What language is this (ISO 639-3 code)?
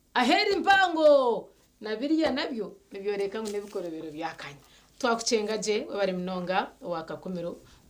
nyn